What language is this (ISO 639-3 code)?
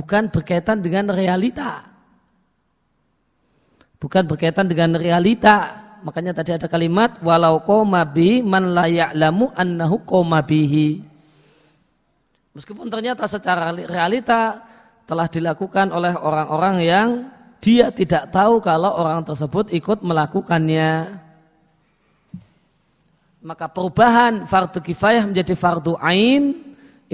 ind